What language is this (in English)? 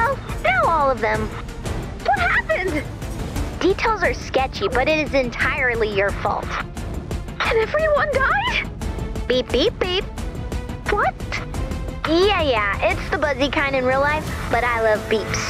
English